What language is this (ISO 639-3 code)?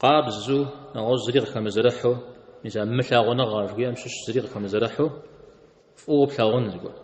kbd